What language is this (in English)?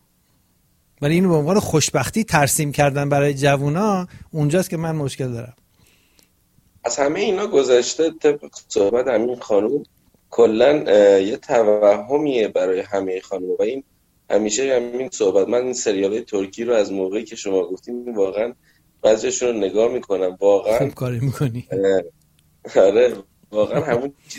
Persian